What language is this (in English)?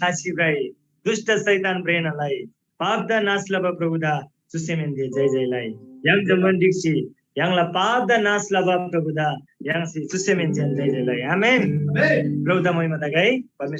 Eastern Tamang